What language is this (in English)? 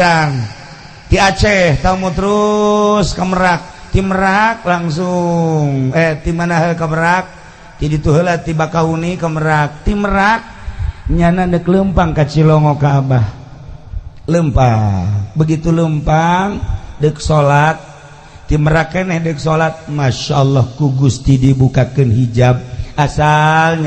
Sundanese